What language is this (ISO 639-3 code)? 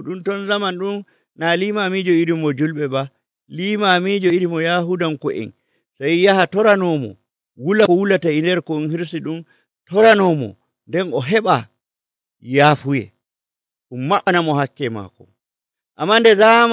fuv